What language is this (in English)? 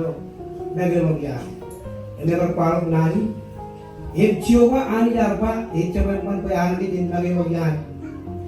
Marshallese